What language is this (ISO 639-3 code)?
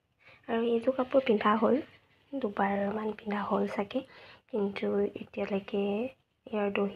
asm